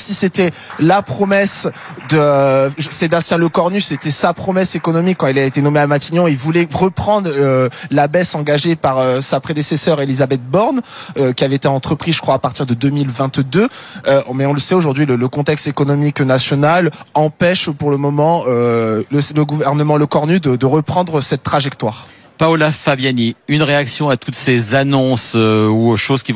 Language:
French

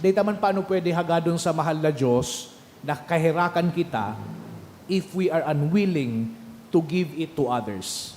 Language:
Bikol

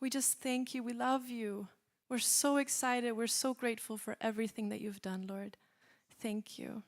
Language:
English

